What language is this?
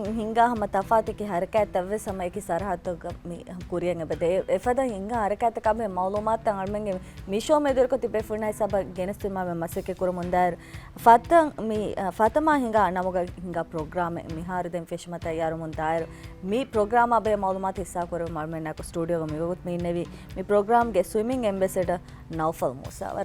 Divehi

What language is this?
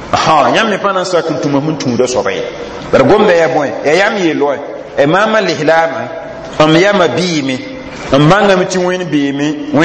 Mossi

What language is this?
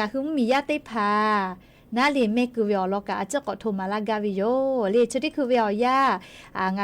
Lahu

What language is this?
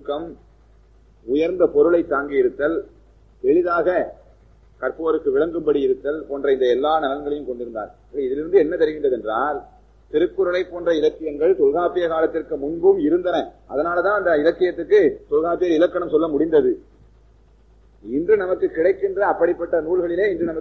Tamil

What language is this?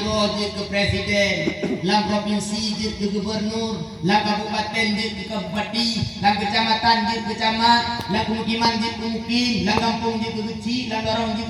Achinese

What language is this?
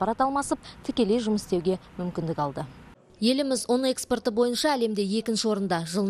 Kazakh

